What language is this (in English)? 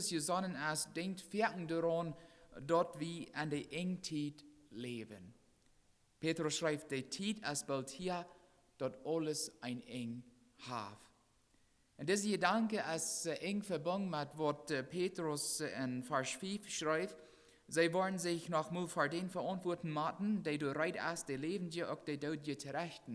Plautdietsch